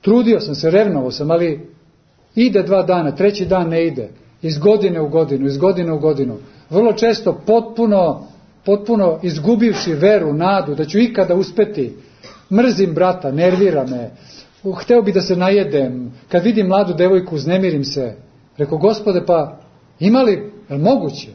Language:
Serbian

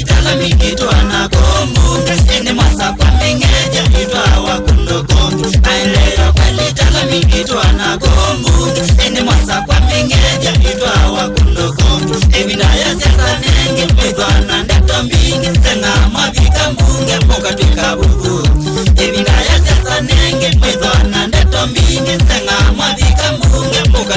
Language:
Kamba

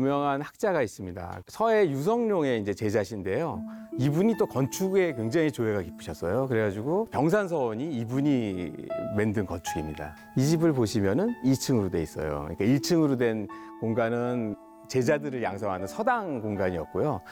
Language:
Korean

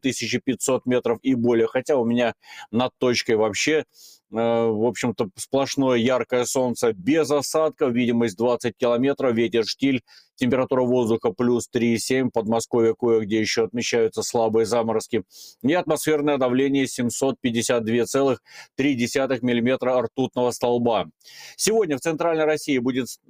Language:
Russian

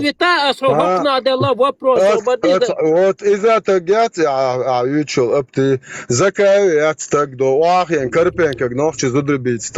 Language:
Chechen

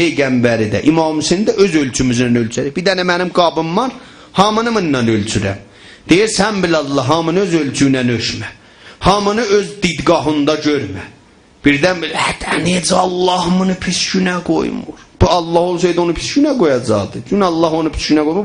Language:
South Azerbaijani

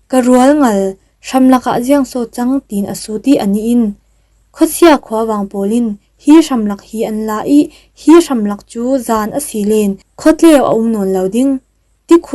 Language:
Falam Chin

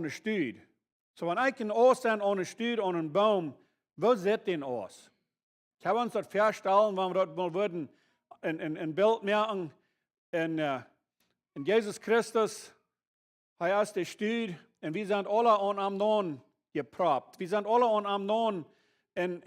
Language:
Plautdietsch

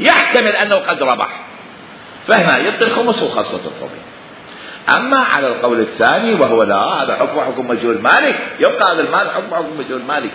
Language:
Mesopotamian Arabic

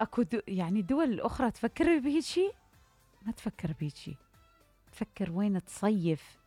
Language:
Mesopotamian Arabic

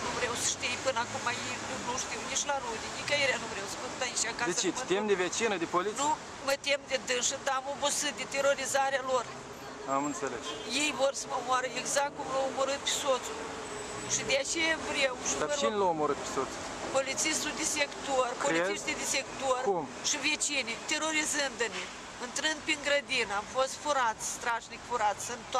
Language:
Romanian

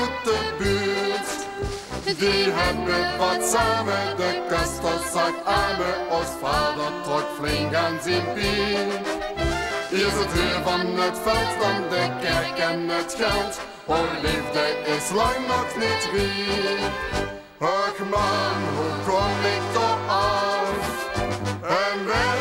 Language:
Dutch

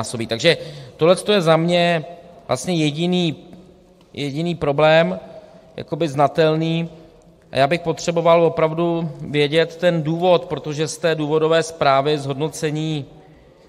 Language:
Czech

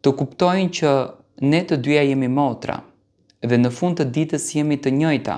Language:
Albanian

